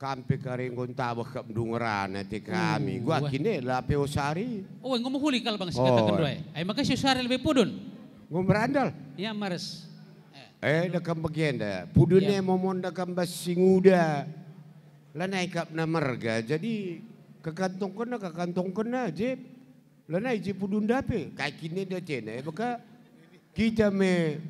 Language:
Batak Karo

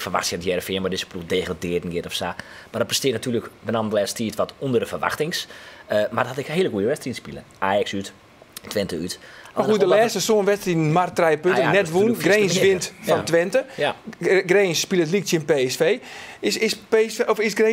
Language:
Western Frisian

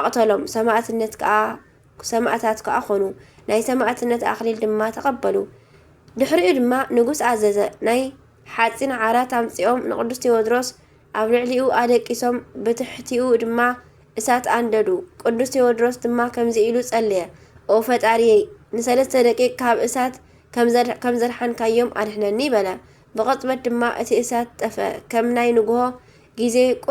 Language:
Tigrinya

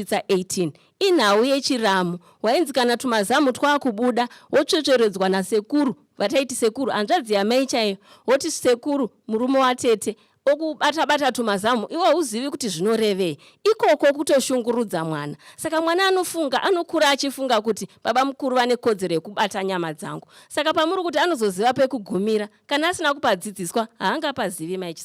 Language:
Shona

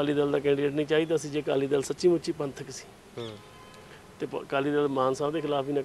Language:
Punjabi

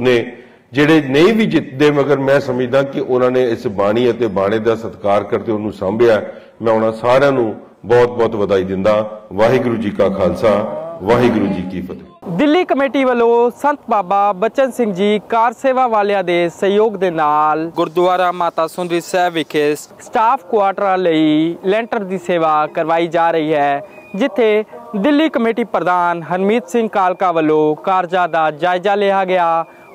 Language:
Punjabi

